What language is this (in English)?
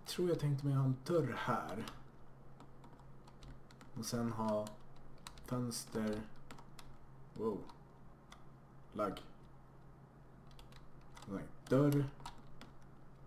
Swedish